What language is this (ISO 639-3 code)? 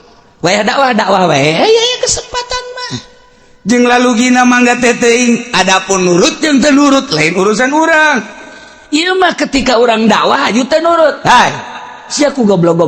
sun